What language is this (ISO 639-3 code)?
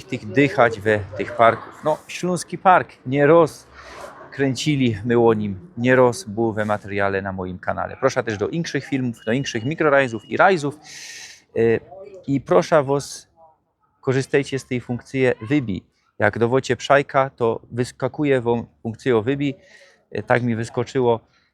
szl